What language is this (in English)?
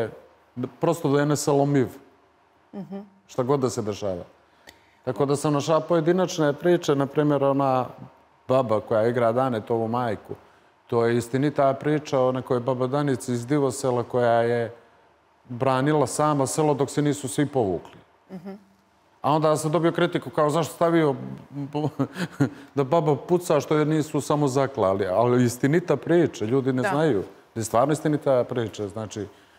Serbian